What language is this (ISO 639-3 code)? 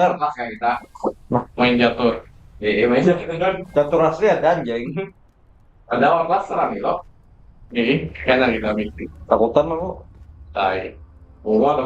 bjn